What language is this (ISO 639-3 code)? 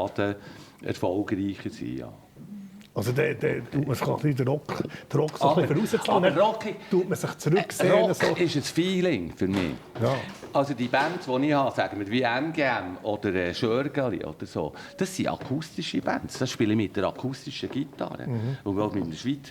gsw